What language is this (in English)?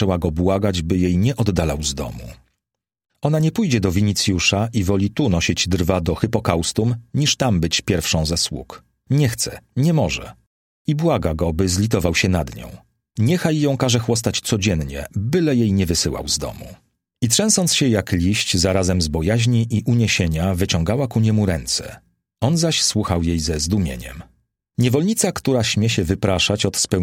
Polish